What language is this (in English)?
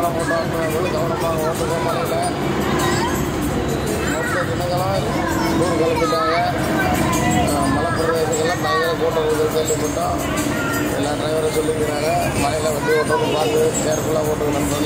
Tamil